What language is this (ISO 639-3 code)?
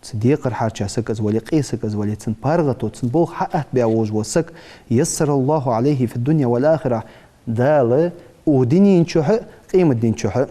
inh